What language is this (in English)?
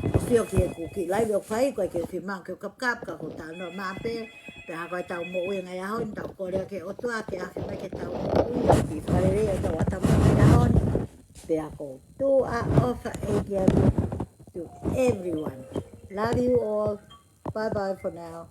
Tongan